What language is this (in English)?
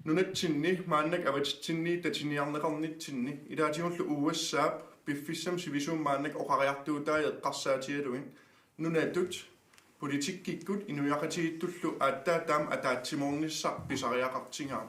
Kalaallisut